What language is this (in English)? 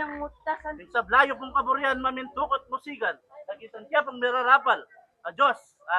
Pampanga